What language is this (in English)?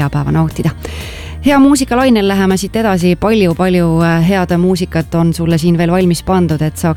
Estonian